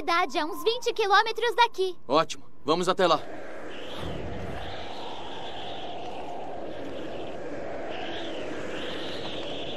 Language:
Portuguese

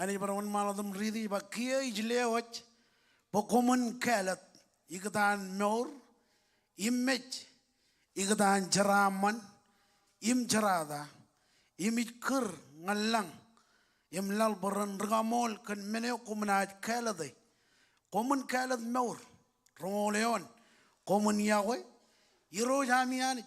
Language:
Marshallese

